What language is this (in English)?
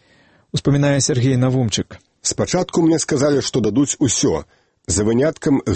Belarusian